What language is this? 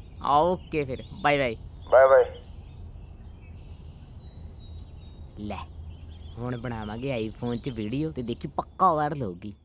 Punjabi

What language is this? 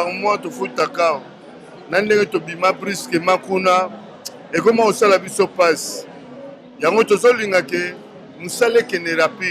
Lingala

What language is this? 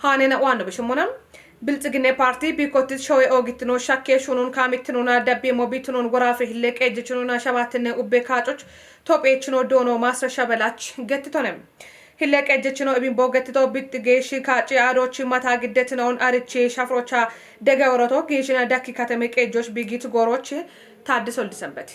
Kafa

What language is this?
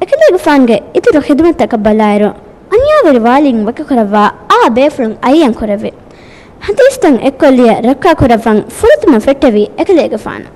Divehi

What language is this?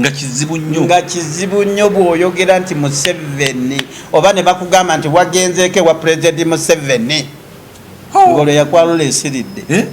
Ganda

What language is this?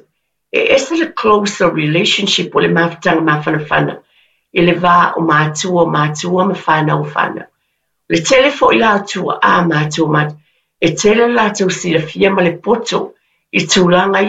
Samoan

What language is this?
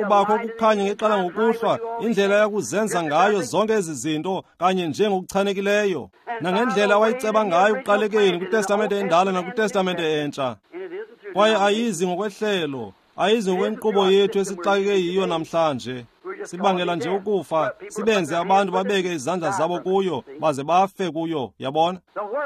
Xhosa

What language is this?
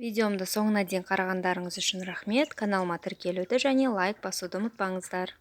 Kazakh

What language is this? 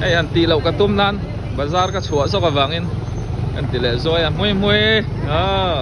Mizo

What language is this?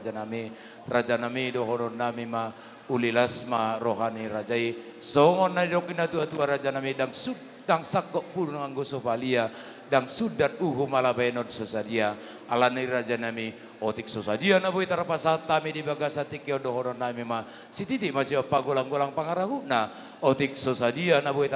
Batak Toba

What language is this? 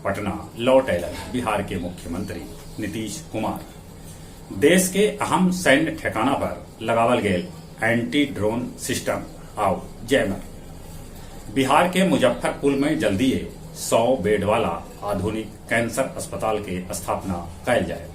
Magahi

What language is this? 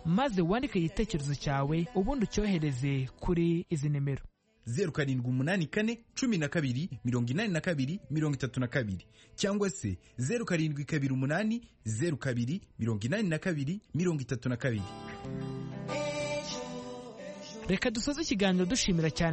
Kinyarwanda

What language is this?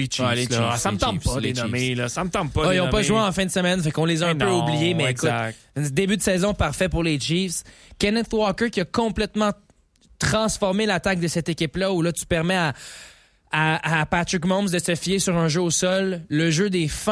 French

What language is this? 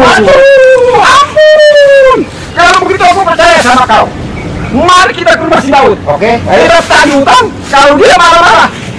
Betawi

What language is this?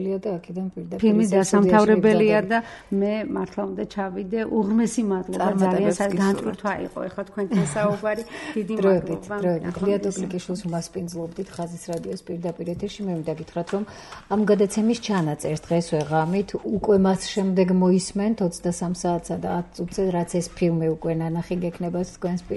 Georgian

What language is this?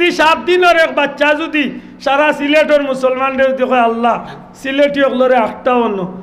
Sylheti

